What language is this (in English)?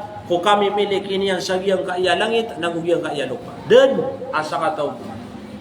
Maranao